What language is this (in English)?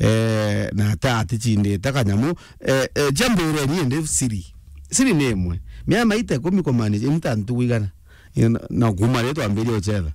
Meru